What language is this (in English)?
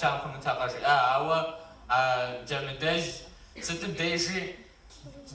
Kabardian